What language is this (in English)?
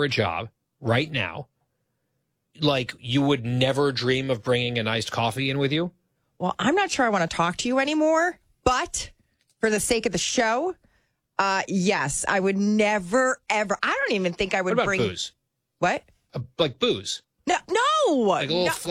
English